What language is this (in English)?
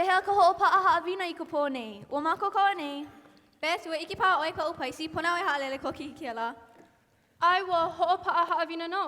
Hawaiian